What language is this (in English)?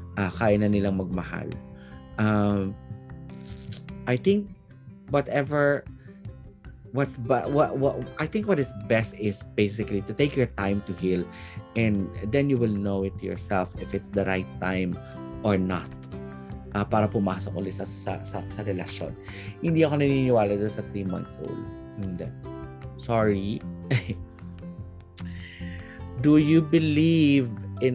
Filipino